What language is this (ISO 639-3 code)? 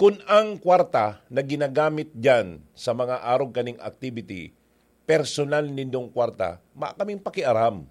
bik